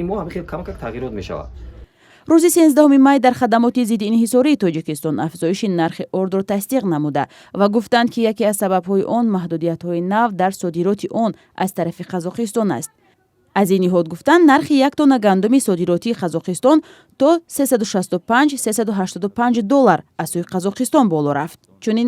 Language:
Tajik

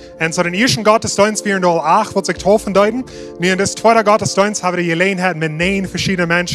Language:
Plautdietsch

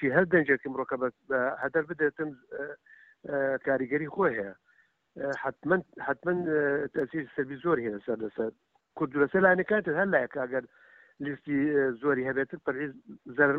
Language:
Central Kurdish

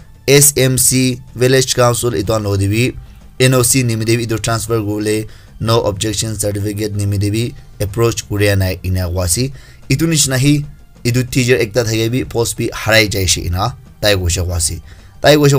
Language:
Naga Pidgin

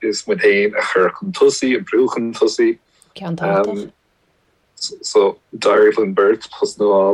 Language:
Irish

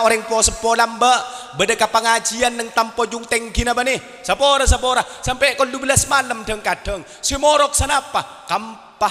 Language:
Madurese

